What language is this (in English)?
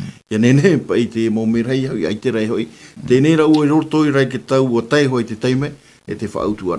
Tahitian